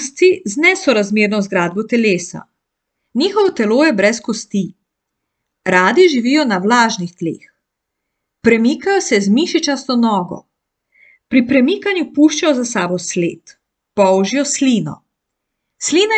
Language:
Slovenian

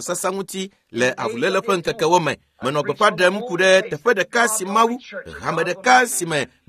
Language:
Ewe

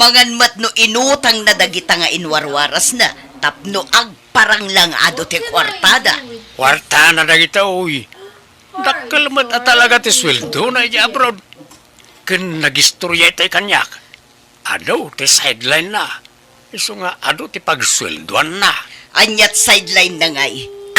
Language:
Iloko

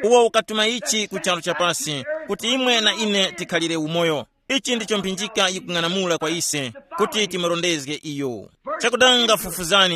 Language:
Tumbuka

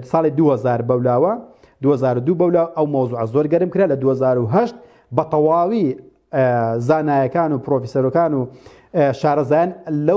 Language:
Central Kurdish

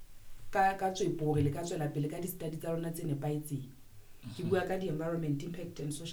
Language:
Southern Sotho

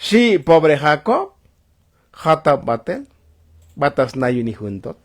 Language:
Tzotzil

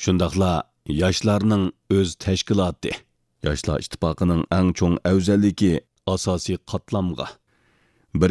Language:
Uyghur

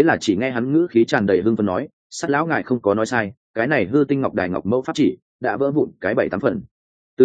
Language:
Vietnamese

